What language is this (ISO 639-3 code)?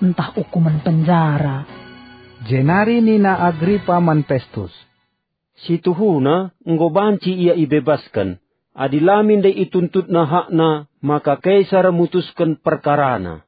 btx